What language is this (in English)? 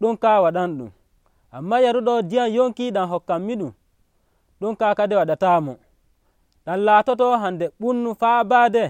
Nigerian Fulfulde